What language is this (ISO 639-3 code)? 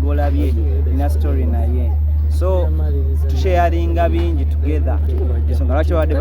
lug